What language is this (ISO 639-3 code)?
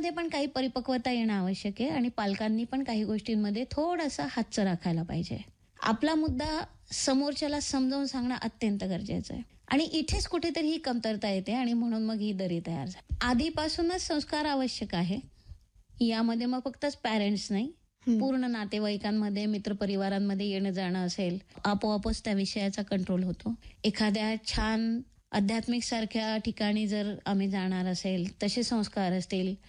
mar